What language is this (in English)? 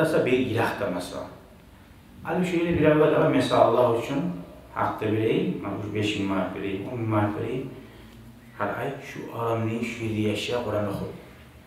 Kumyk